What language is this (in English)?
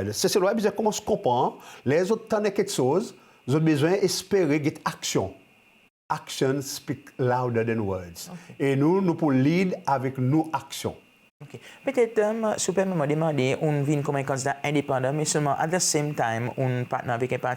Seselwa Creole French